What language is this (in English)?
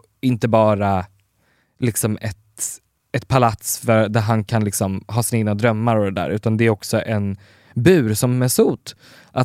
Swedish